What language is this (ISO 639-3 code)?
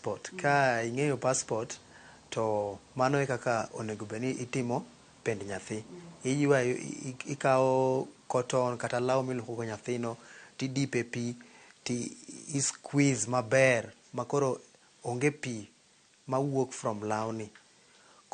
luo